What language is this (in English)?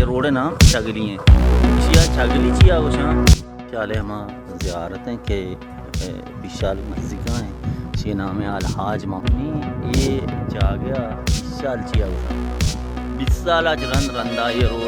Baluchi